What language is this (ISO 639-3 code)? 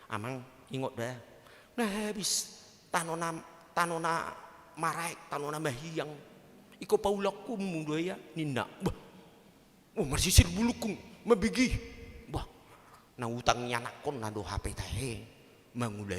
bbc